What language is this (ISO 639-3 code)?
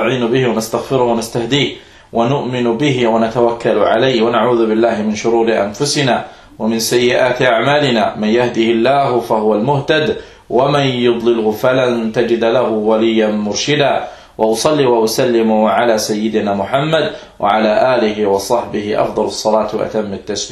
dan